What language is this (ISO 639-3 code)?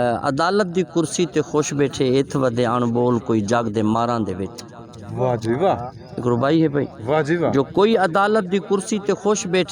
skr